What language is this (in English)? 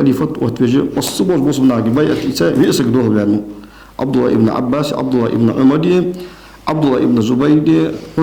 Ingush